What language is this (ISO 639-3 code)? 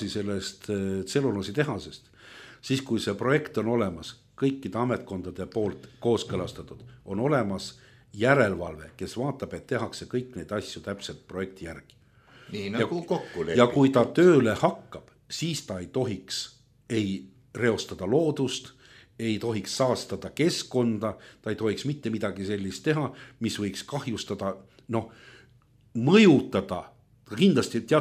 est